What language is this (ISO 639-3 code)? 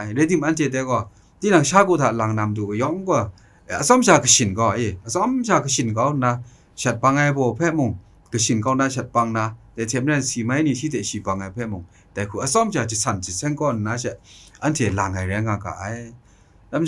kac